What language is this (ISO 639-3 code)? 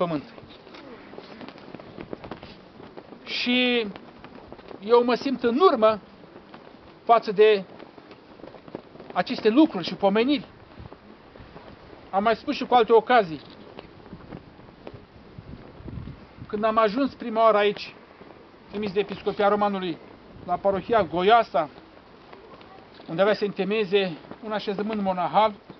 ron